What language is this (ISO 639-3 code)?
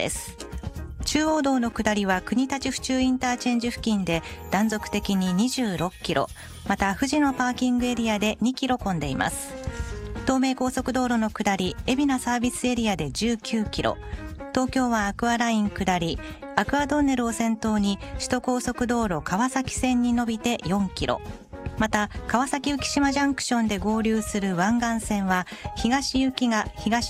jpn